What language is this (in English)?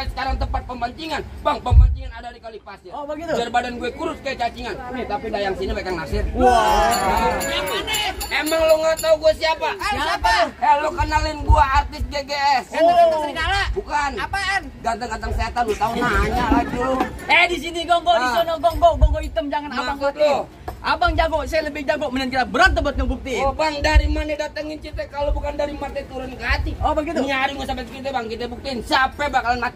Betawi